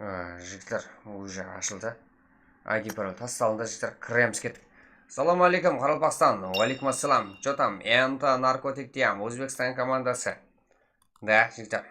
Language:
Kara-Kalpak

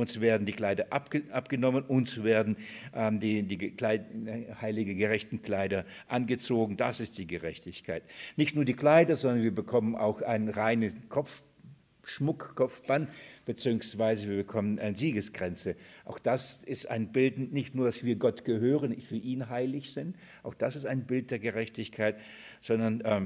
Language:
German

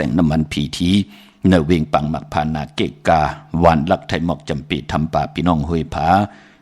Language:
Shan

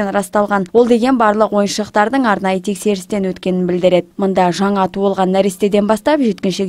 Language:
Kazakh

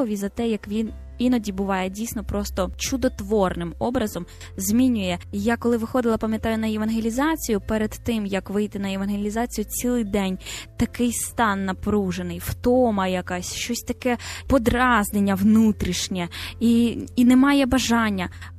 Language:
Ukrainian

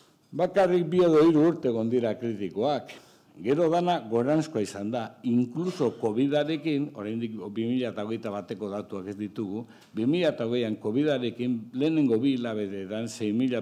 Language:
Basque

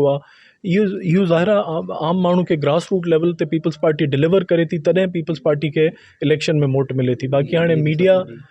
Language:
Sindhi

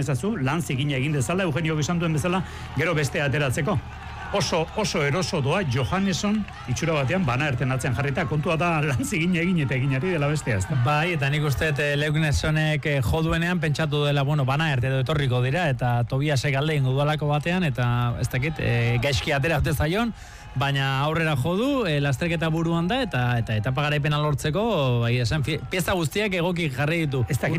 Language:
Basque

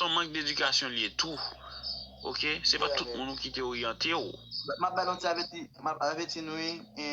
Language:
Haitian Creole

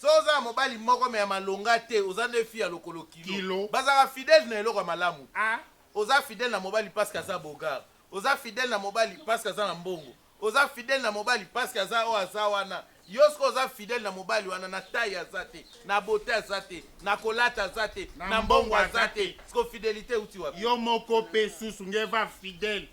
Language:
Lingala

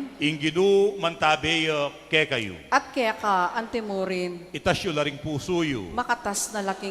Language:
Pampanga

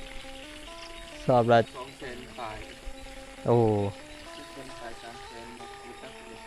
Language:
Northeastern Thai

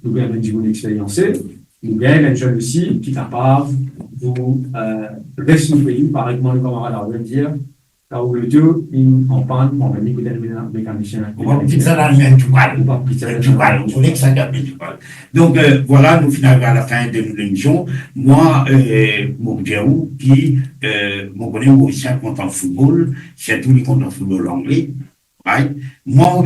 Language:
Morisyen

